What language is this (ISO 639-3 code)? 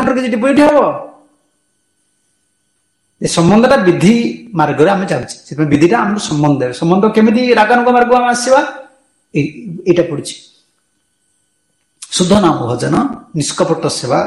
ori